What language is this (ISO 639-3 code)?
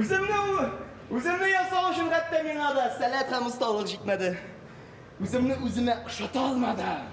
tat